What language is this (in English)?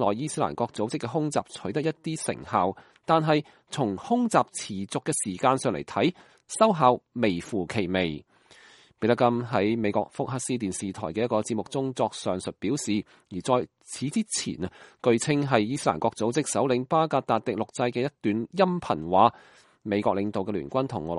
Cantonese